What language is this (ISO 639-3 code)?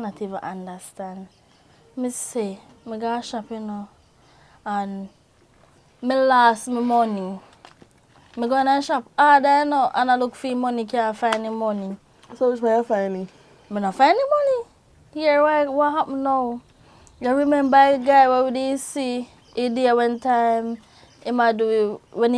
jam